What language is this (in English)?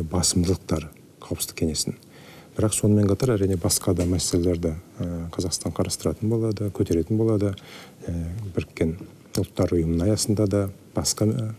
Kazakh